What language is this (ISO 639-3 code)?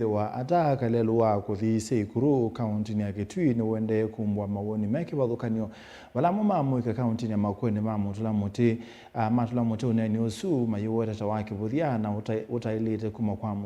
kam